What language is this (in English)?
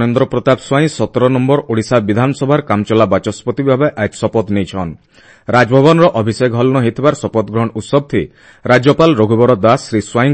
Odia